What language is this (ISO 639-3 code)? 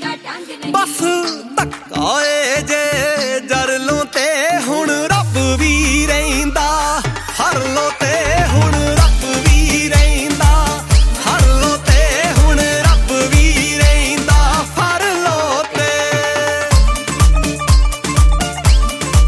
pan